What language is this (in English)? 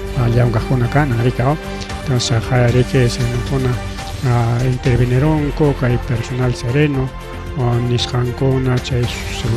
Ayacucho Quechua